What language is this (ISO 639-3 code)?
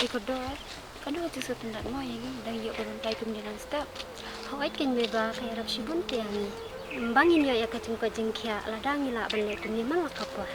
kha